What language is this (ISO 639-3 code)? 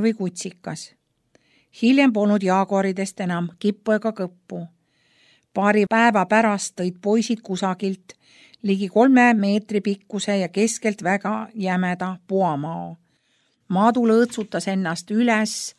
est